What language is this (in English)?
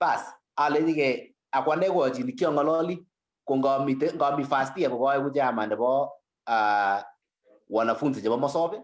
Kalenjin